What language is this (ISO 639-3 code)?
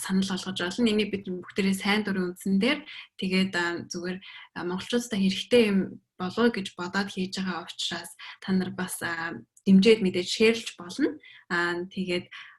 mon